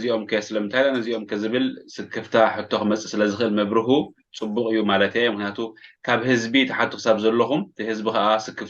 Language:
Tigrinya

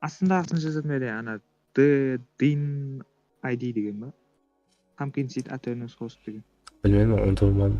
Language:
Kara-Kalpak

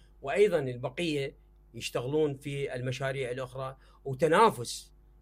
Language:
Mesopotamian Arabic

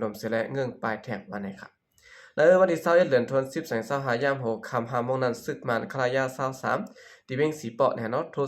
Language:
Shan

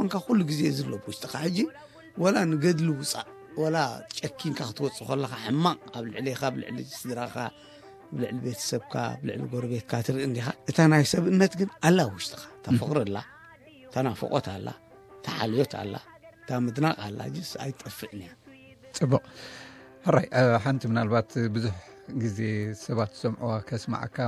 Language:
Tigrinya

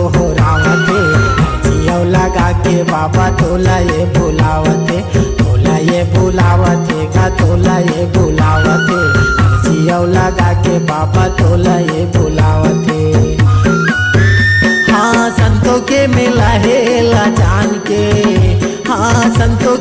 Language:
Chhattisgarhi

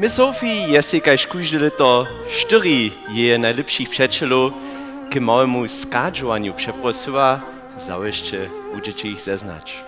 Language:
Upper Sorbian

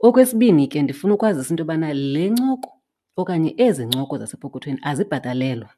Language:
Xhosa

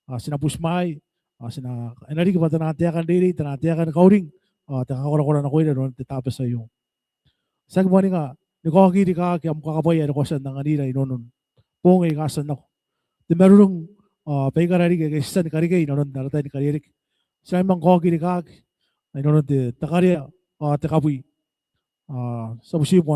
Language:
Gilbertese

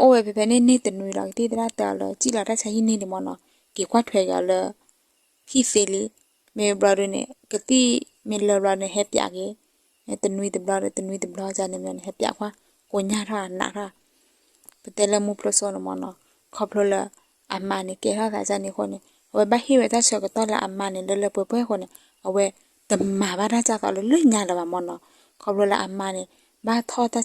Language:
S'gaw Karen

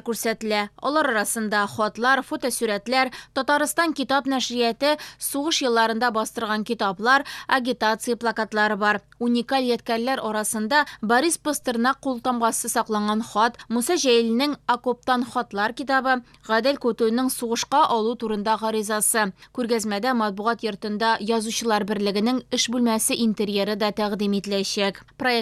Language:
Tatar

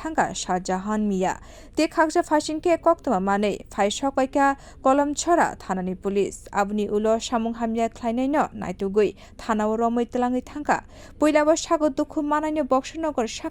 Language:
Kok Borok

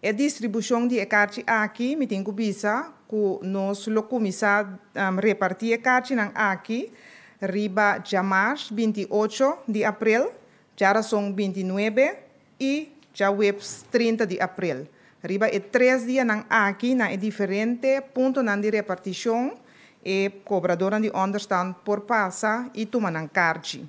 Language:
Papiamento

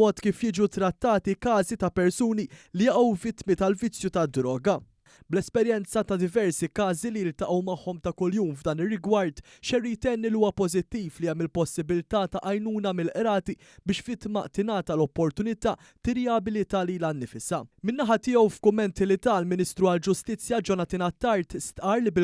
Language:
Maltese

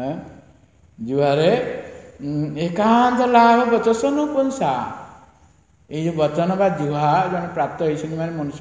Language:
Odia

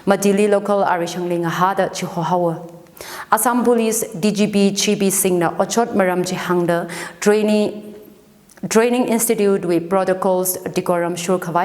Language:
Tangkhul Naga (India)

